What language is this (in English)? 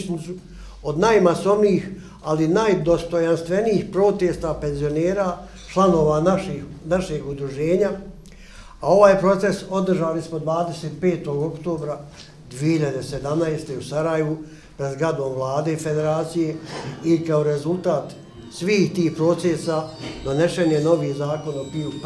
Bosnian